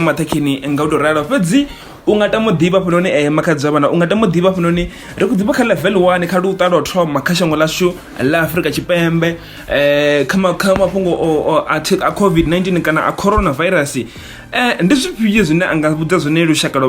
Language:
Venda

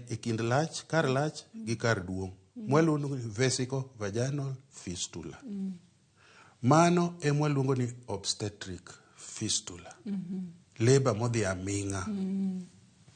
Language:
Luo (Kenya and Tanzania)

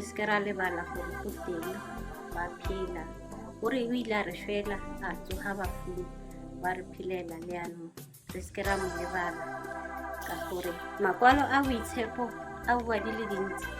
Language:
Tswana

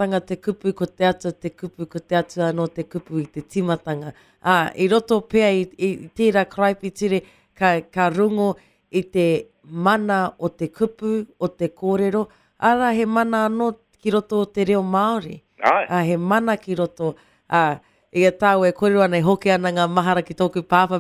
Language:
Māori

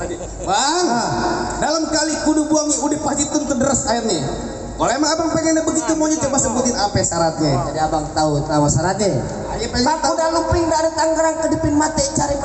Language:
Betawi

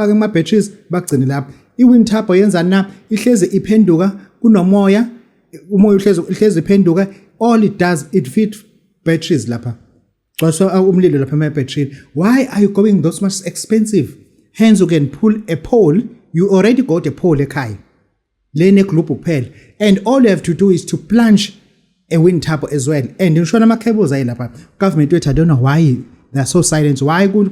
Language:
Zulu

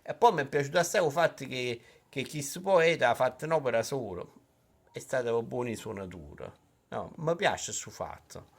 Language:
Neapolitan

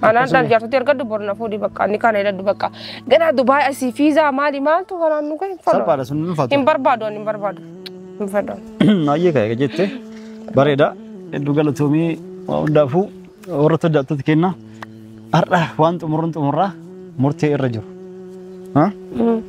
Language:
Oromo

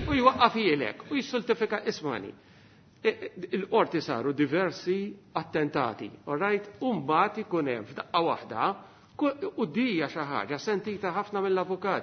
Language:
Maltese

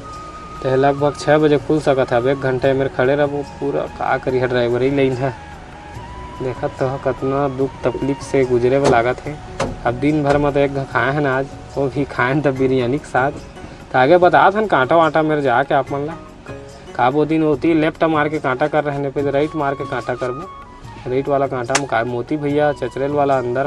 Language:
Chhattisgarhi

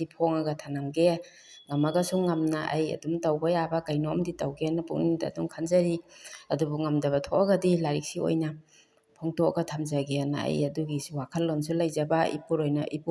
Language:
Manipuri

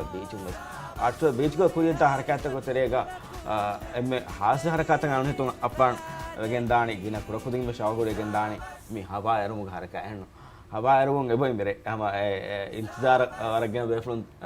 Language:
Divehi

